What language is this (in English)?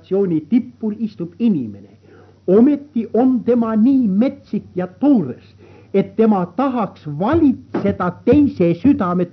Estonian